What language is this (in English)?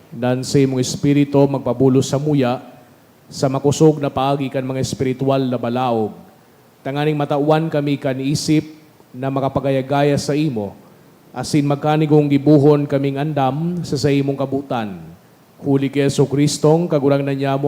Bikol